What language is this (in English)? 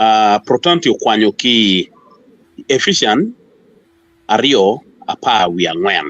Acoli